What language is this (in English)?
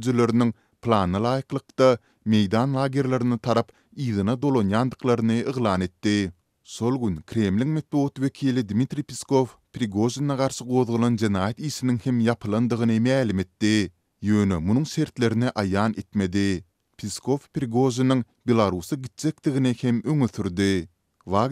Turkmen